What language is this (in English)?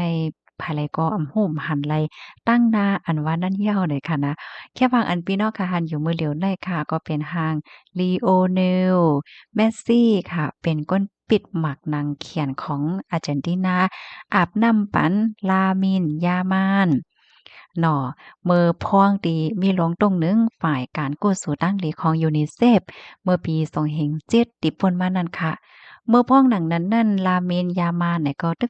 Shan